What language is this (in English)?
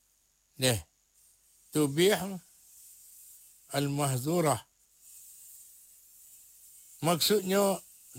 Malay